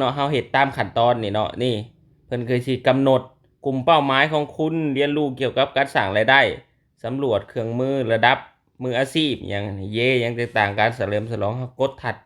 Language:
Lao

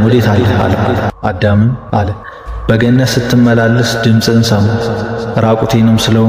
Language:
Amharic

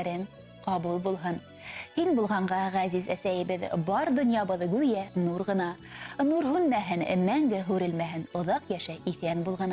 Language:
Bashkir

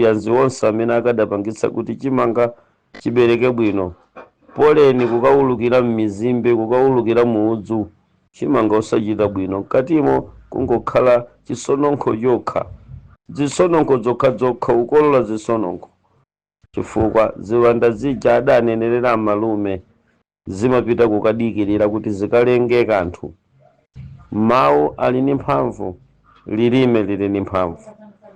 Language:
Nyanja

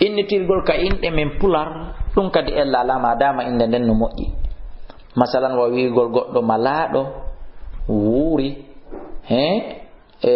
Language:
Fula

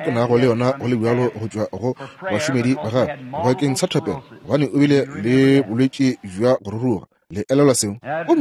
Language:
Northern Sotho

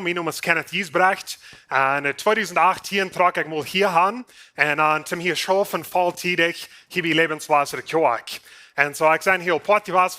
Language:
Plautdietsch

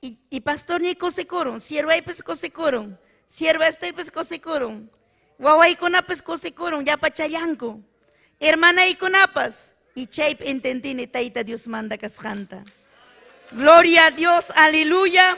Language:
Ayacucho Quechua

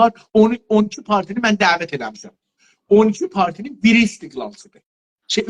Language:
South Azerbaijani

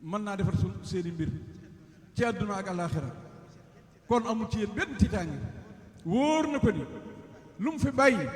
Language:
Wolof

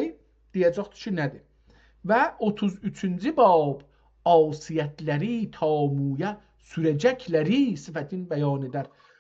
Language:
South Azerbaijani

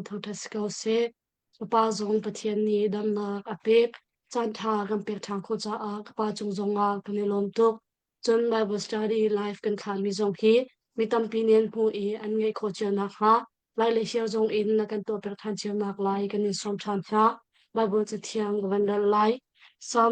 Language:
Hakha Chin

